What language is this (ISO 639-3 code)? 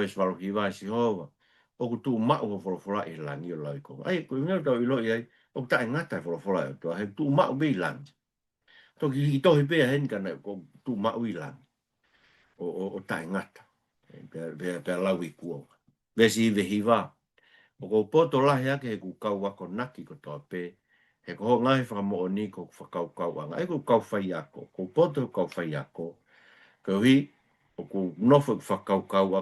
ton